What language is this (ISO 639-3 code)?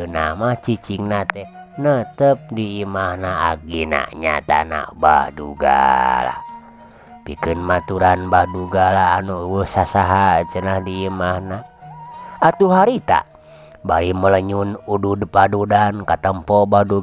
sun